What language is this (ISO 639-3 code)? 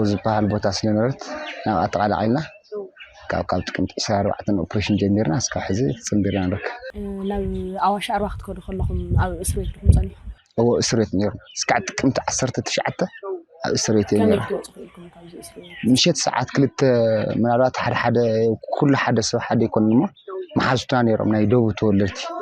tir